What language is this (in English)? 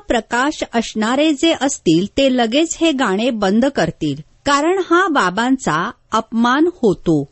Marathi